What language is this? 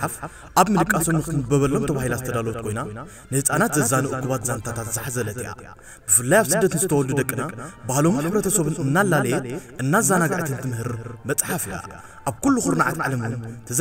Tigrinya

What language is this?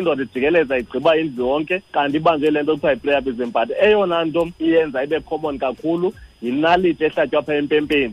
Xhosa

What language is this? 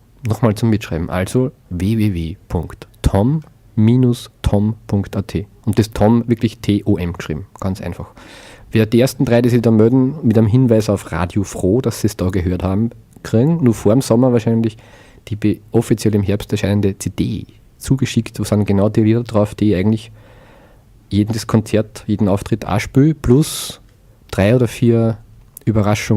Bavarian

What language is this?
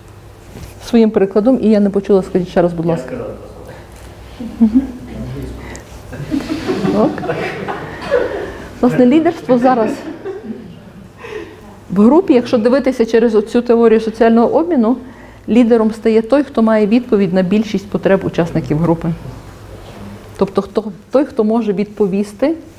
Ukrainian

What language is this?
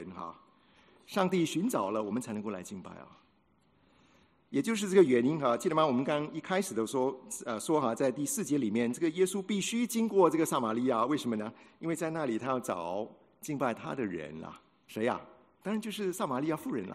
Chinese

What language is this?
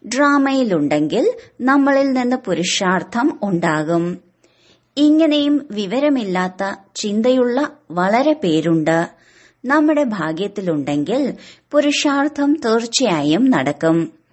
Malayalam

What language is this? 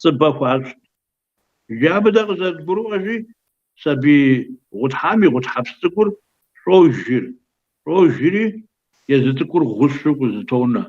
Kabardian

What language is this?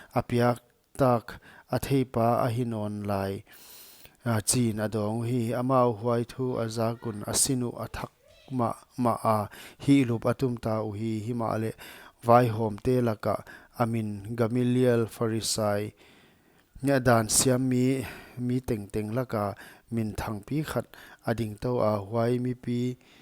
Paite Chin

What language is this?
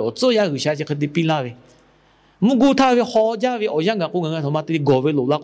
Lahu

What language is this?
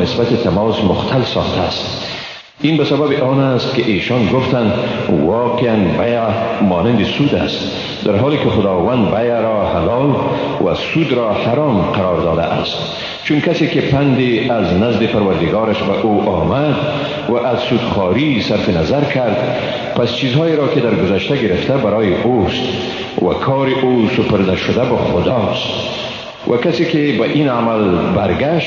Persian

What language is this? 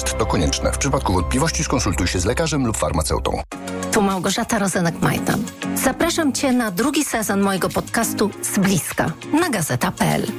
Polish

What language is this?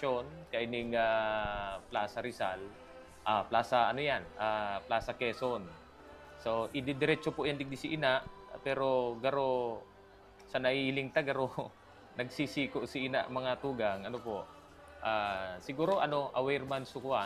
Bikol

